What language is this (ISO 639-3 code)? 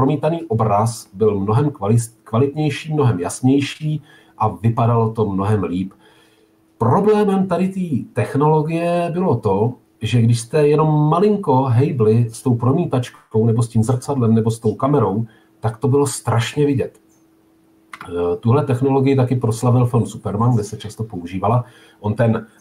ces